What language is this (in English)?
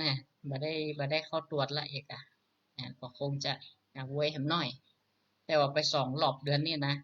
Northern Thai